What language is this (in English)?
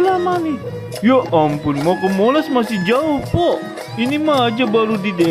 Betawi